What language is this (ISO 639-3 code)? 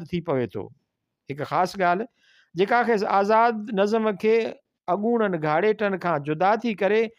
snd